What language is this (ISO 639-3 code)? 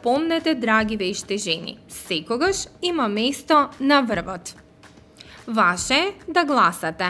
mkd